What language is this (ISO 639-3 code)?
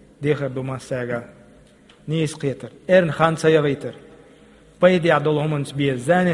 che